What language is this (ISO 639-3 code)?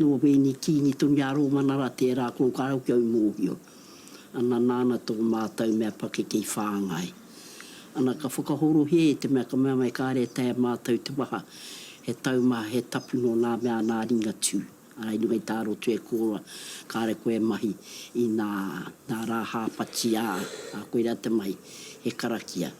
mri